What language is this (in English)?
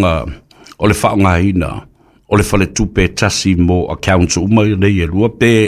Samoan